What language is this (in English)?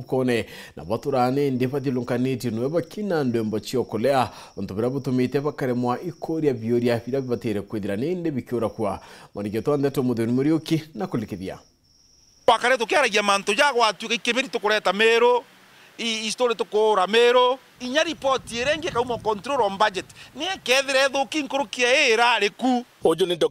Meru